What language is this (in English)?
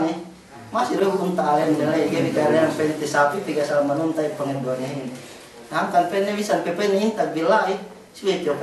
Yakan